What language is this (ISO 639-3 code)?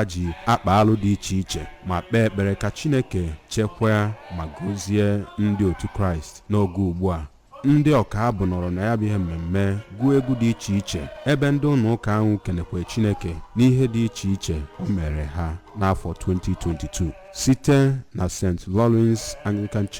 ibo